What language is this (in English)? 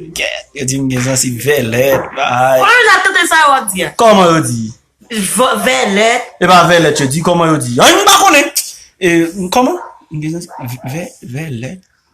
Haitian Creole